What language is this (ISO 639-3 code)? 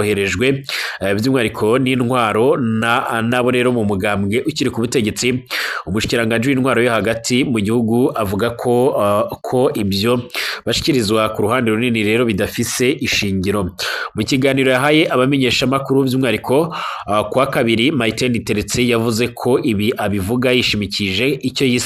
run